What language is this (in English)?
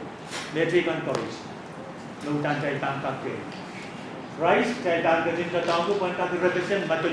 Pohnpeian